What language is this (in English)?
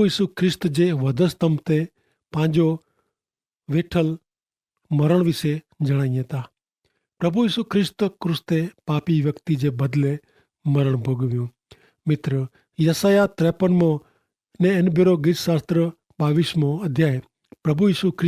Kachhi